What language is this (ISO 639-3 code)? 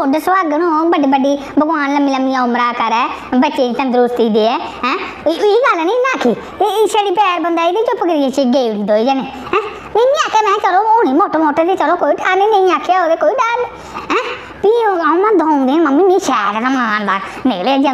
doi